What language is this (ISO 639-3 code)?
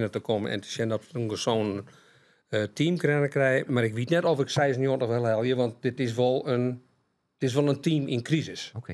fry